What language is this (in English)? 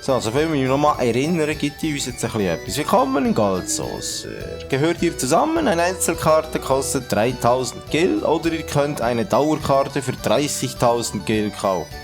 Swiss German